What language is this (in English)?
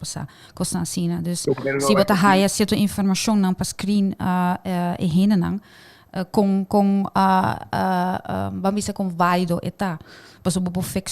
Papiamento